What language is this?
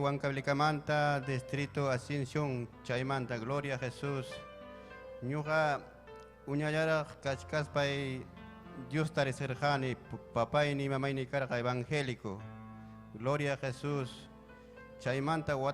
Ayacucho Quechua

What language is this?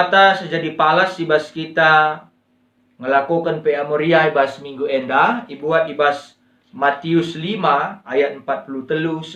Batak Karo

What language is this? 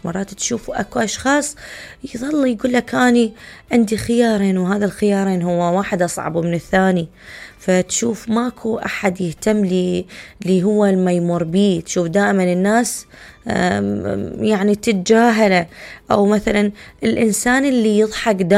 Mesopotamian Arabic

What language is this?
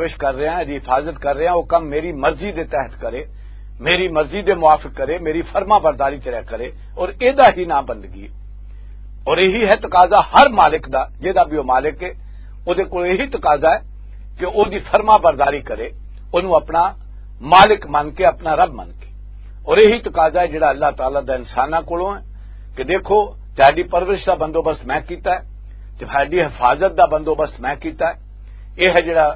Western Panjabi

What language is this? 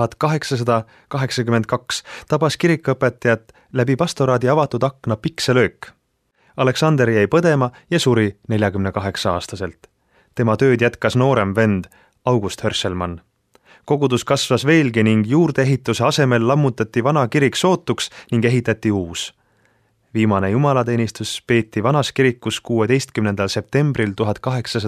Estonian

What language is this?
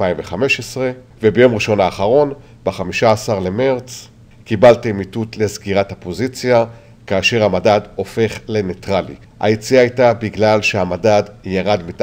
Hebrew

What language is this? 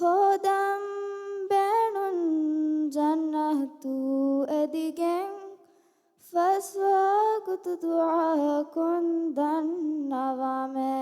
Divehi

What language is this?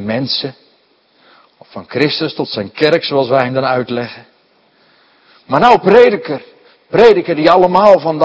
Dutch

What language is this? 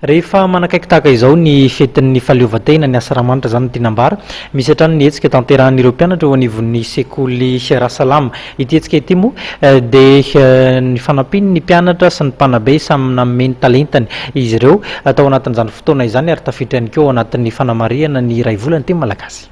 Malagasy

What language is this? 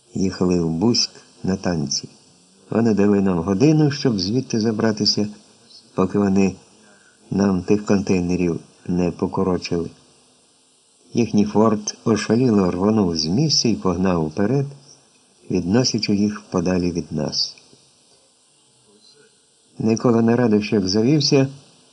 Ukrainian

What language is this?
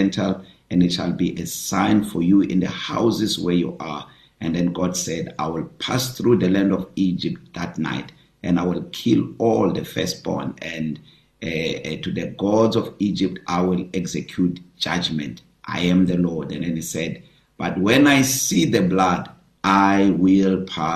English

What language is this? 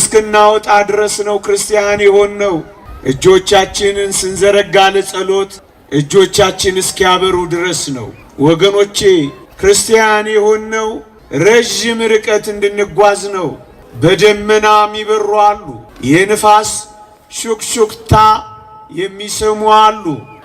Amharic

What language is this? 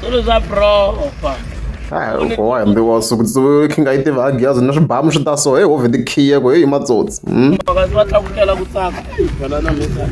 Tsonga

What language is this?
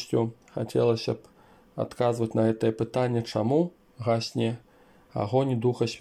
Belarusian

